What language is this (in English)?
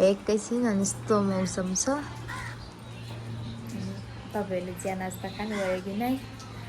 Nepali